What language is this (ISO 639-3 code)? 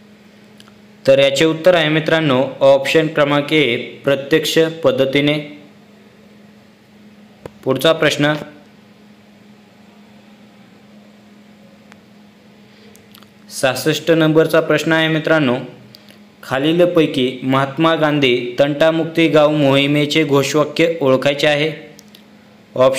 mar